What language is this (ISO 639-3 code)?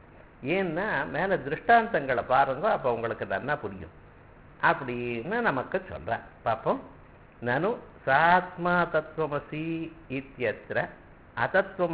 tam